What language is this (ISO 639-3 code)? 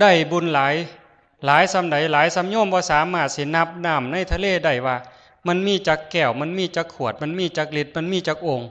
tts